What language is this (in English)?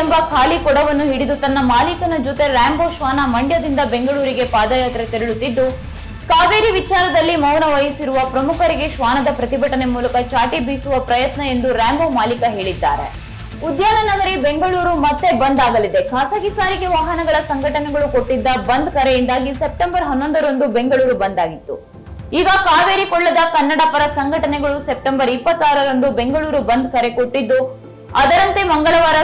Kannada